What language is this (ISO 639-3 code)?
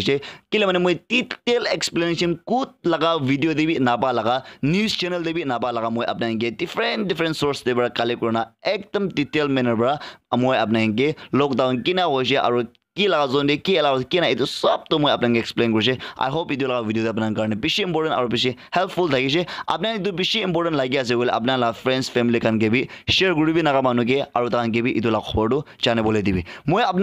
nag